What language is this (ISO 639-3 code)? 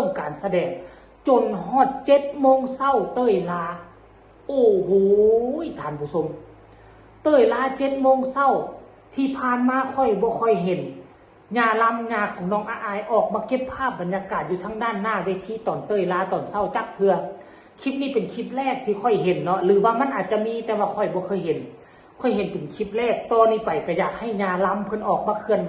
tts